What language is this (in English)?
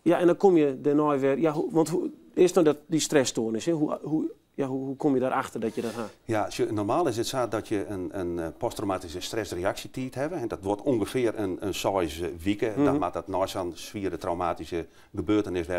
Western Frisian